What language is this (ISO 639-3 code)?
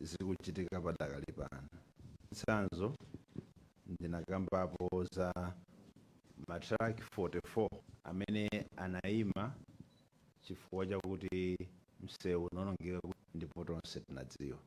nya